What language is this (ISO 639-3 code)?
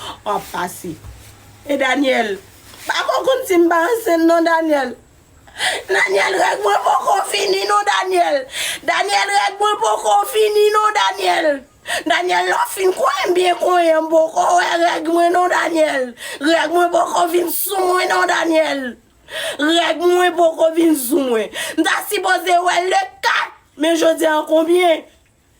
hat